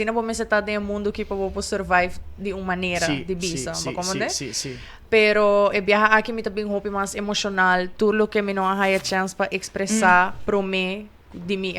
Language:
Papiamento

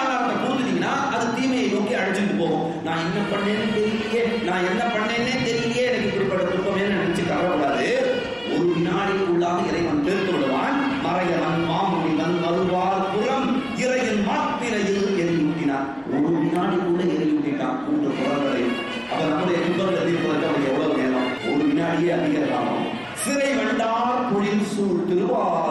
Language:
Tamil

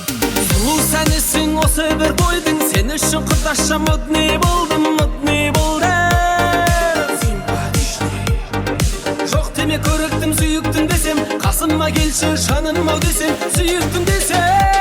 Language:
Kara-Kalpak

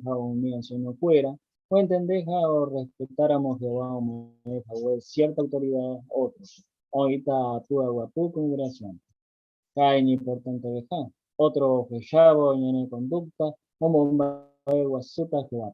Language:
Guarani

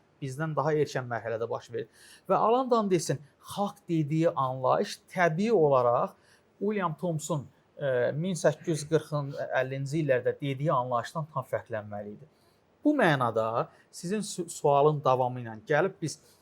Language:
Azerbaijani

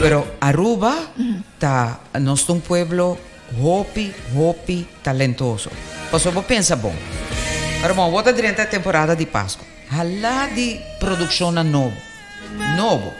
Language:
Papiamento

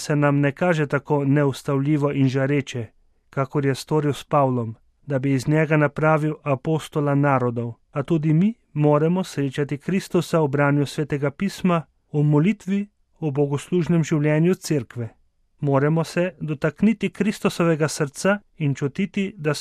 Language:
Slovenian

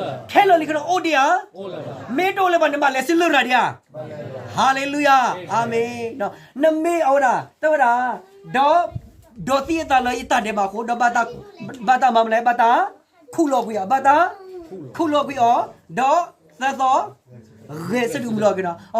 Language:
S'gaw Karen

